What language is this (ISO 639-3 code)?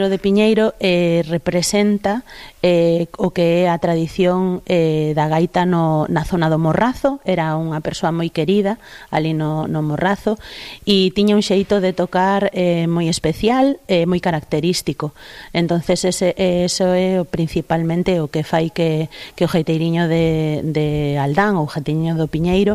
glg